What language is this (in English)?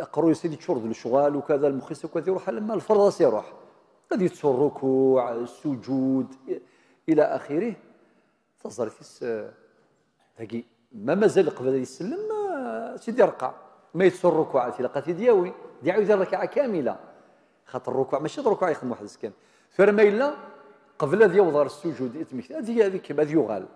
Kabyle